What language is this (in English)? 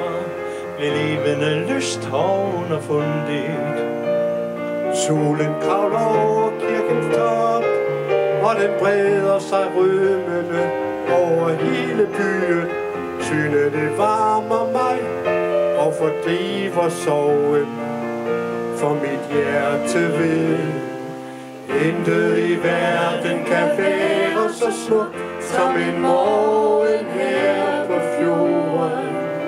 Danish